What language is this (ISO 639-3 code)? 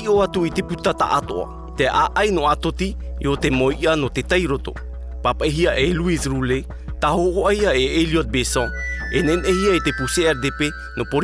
tah